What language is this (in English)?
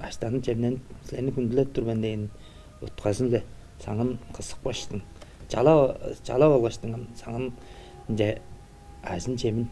Tuvinian